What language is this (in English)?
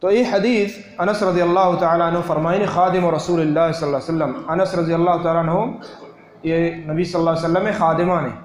Baluchi